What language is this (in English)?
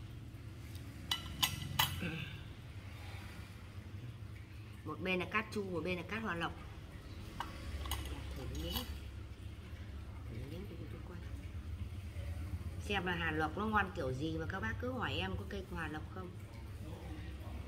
Vietnamese